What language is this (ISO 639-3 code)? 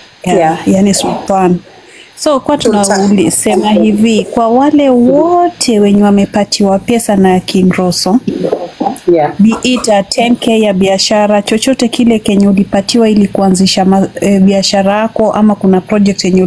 swa